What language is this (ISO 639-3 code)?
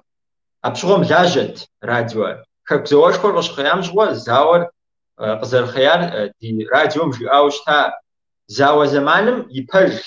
kbd